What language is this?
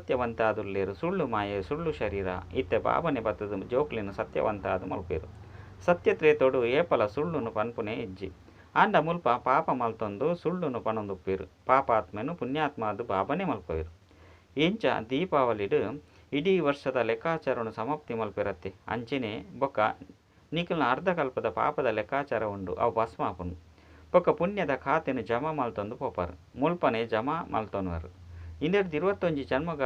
Tulu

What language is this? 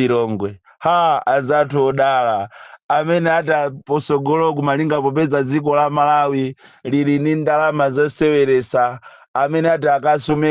Nyanja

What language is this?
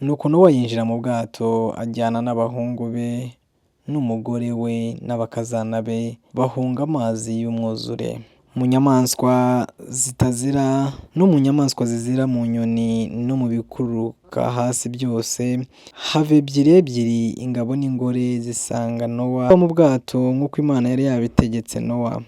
Kinyarwanda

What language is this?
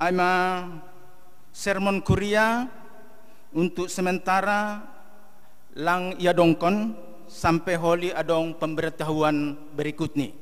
Batak Simalungun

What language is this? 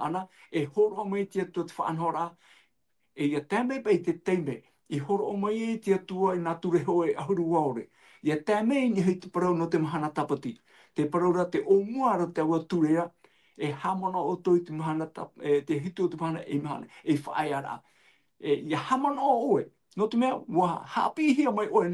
Tahitian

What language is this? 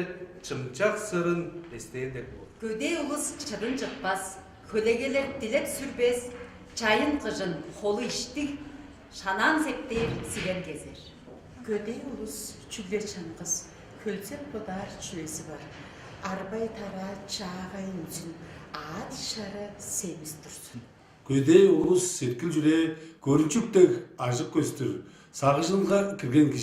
Tuvinian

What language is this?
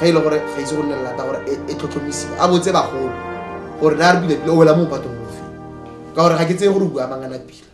Tswana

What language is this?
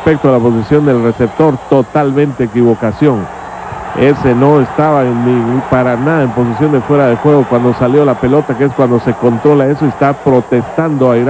Spanish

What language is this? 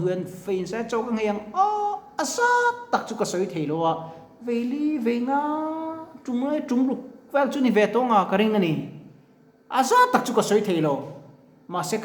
Mizo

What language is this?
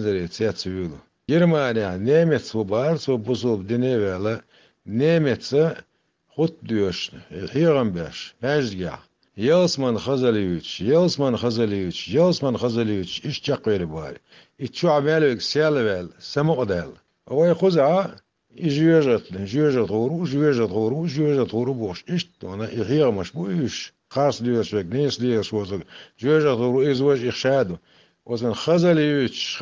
Chechen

